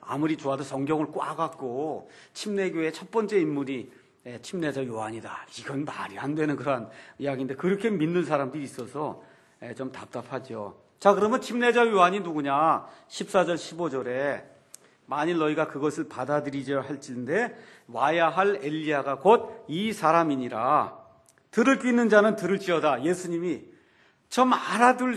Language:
Korean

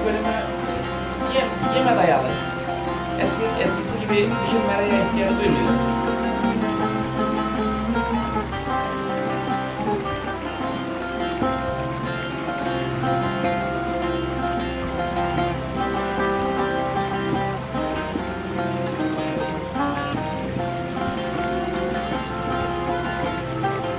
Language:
Turkish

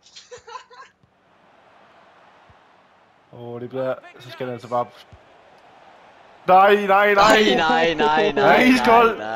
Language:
Danish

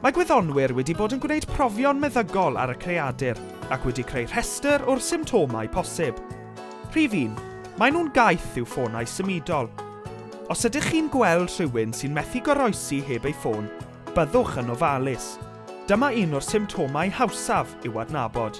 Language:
Welsh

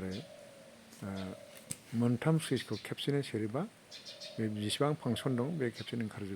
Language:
Bodo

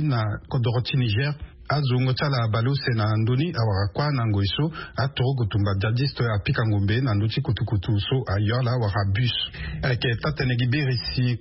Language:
Sango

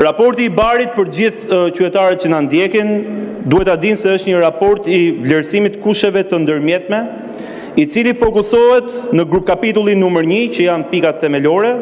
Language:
Albanian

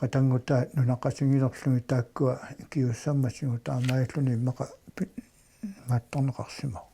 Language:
Kalaallisut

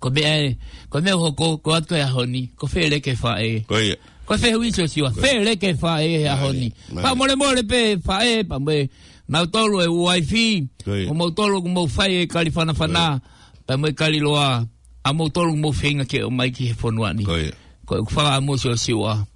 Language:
Tongan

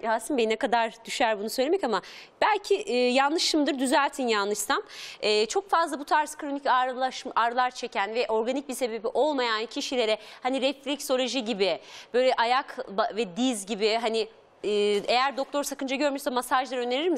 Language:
Turkish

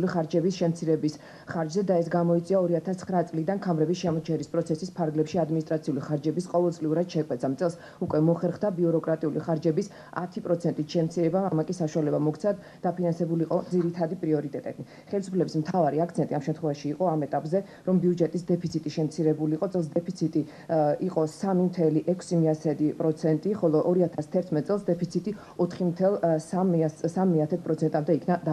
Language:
Georgian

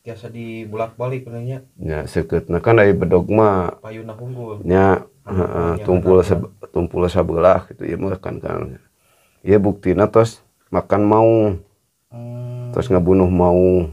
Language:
Sundanese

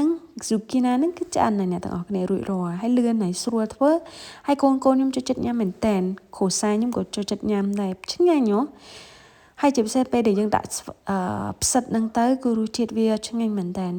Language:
Khmer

